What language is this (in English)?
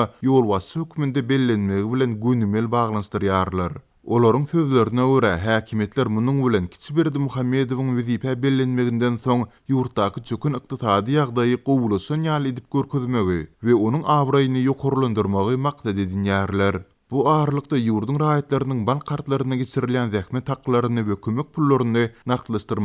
Turkmen